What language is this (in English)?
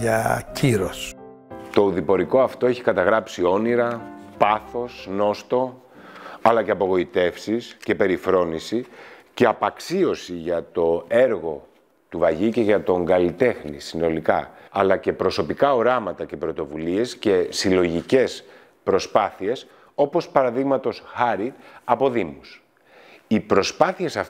Greek